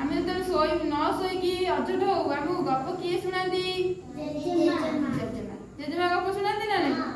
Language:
Odia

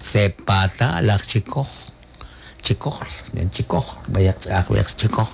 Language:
Kekchí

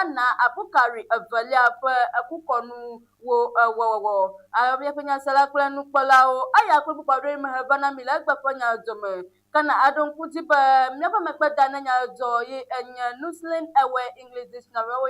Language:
Ewe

